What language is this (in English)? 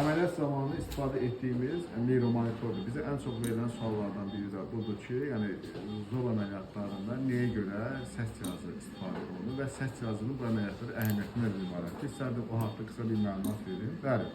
Azerbaijani